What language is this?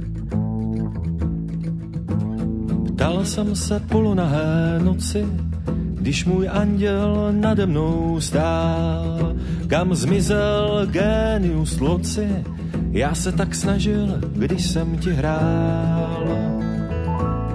Czech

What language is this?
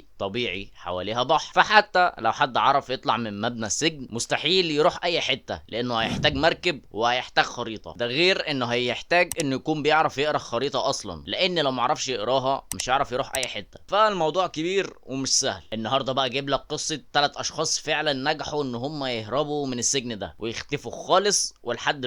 Egyptian Arabic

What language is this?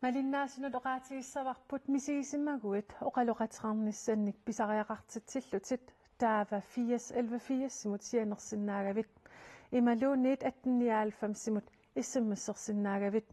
Kalaallisut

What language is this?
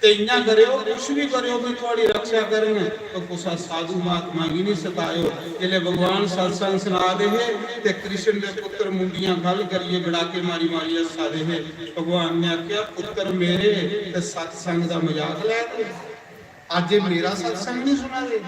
Dogri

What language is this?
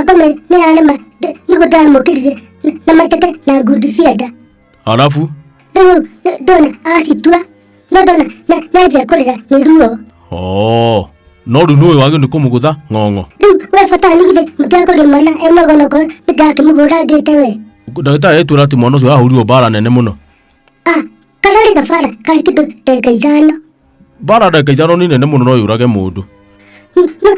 Kikuyu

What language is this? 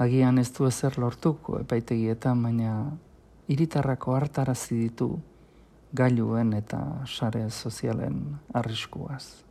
Basque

